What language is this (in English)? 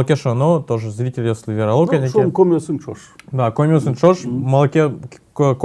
Udmurt